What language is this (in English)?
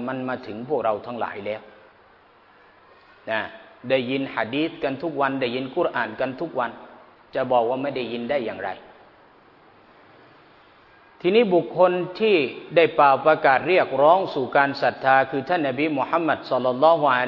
Thai